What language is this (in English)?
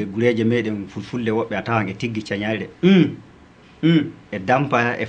Fula